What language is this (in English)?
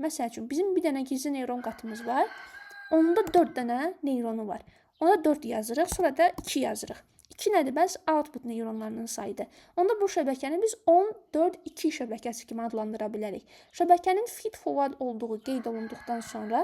Azerbaijani